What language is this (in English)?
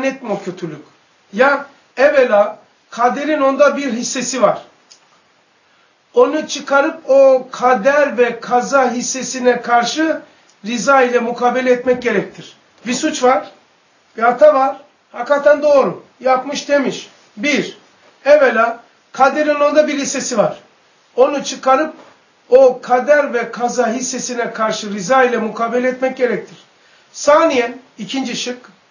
Turkish